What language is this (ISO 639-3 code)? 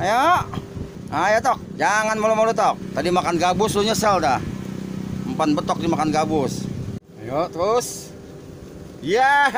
bew